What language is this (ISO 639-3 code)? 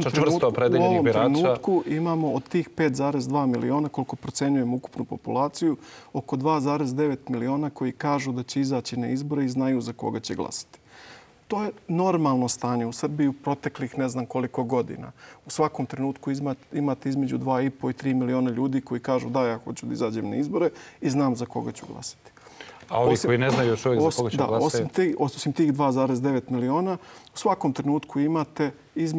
srp